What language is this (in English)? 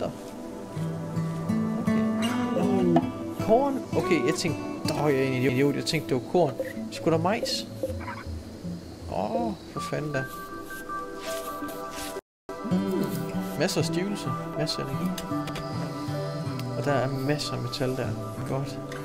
Danish